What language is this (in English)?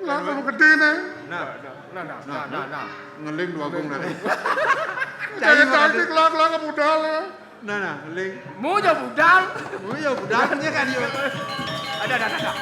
Balinese